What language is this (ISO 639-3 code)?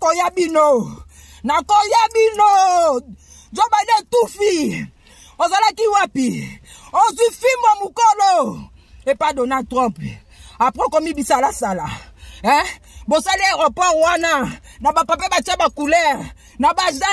lin